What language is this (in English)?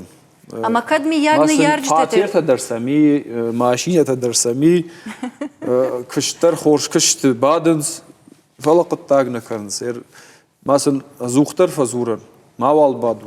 Ossetic